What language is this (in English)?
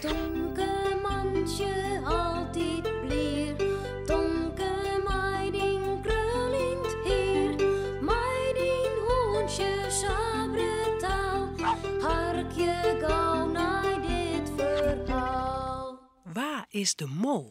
Western Frisian